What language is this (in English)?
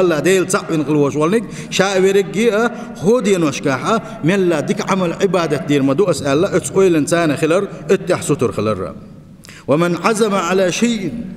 Chechen